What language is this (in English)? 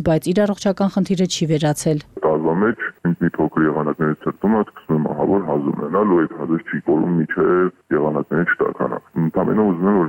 Armenian